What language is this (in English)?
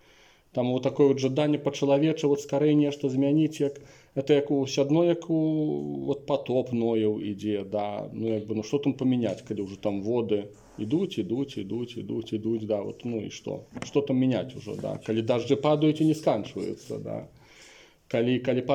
Belarusian